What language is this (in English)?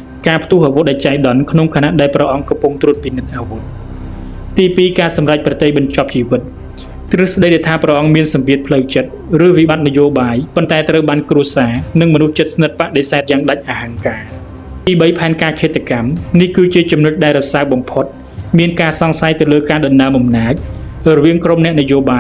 Khmer